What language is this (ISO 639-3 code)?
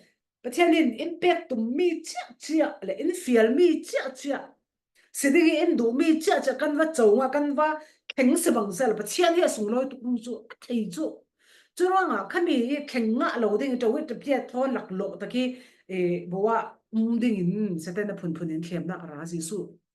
cfm